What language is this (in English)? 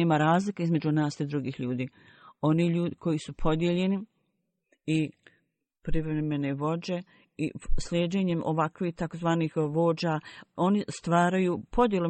Bosnian